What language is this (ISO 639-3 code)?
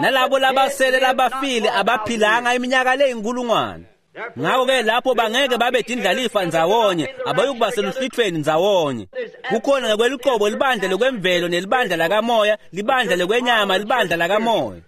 ssw